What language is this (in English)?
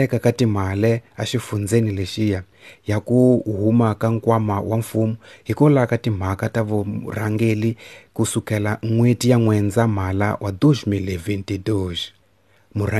Tsonga